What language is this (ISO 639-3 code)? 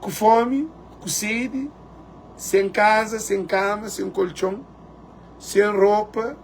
kea